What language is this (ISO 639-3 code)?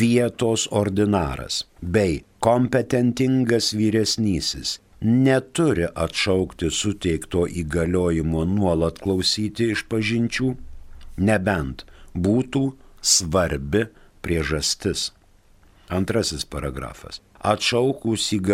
lit